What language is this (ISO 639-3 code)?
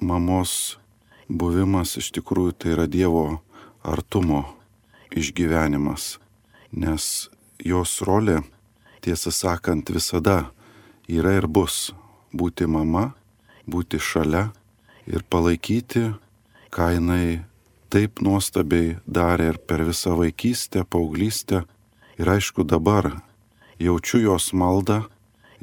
lit